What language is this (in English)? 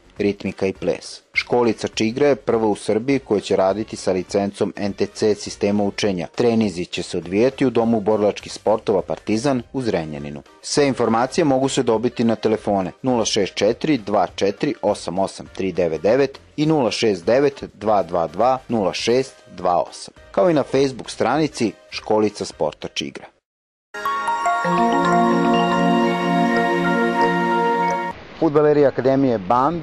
Serbian